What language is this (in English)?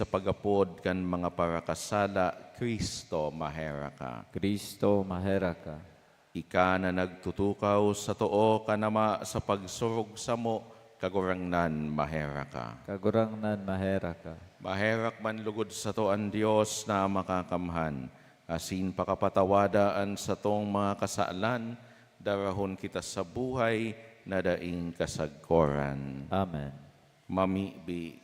Bikol